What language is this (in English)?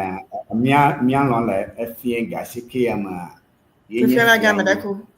Ewe